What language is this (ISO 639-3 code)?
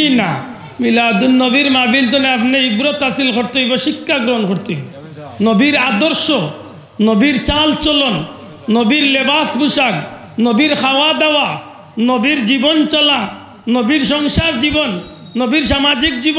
syl